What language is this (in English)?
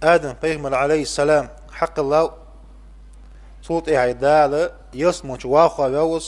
Ingush